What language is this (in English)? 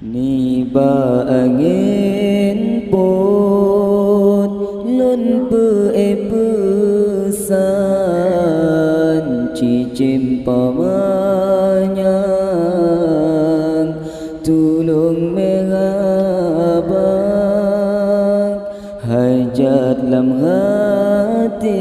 Achinese